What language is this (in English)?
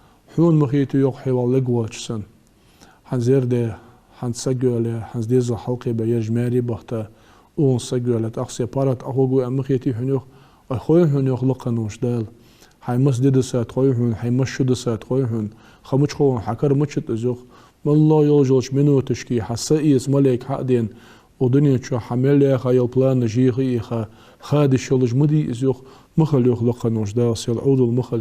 Ingush